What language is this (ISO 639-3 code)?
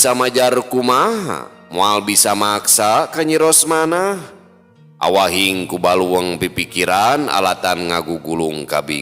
sun